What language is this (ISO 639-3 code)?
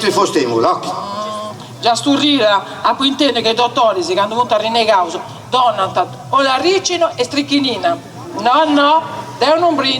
srd